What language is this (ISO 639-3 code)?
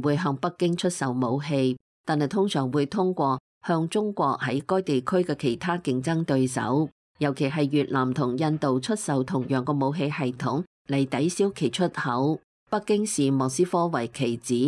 yue